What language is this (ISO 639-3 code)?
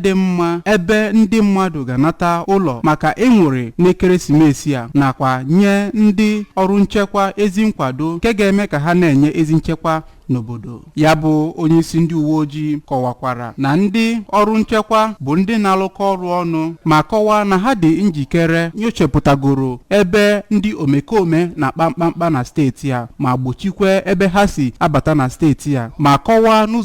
ibo